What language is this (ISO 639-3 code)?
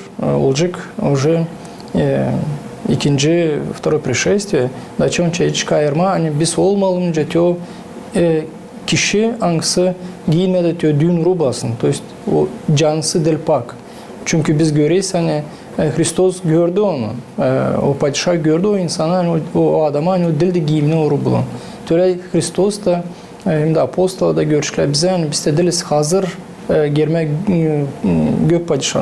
gag